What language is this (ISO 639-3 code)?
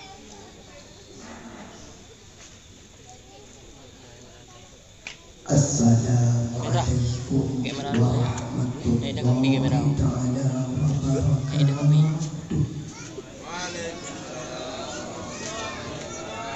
msa